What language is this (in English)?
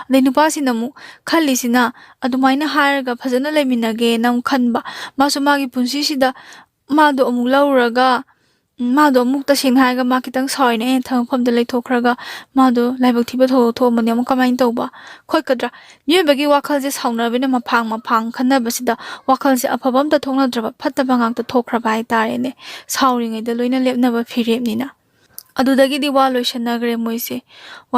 Manipuri